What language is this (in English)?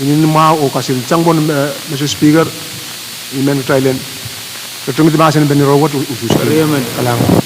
Pohnpeian